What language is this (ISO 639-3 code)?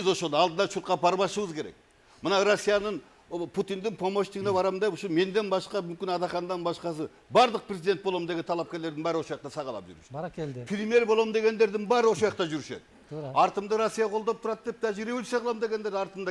kir